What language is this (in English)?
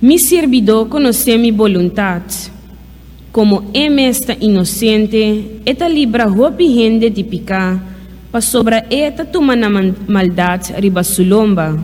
Papiamento